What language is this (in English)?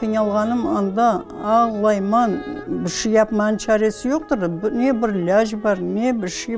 Crimean Tatar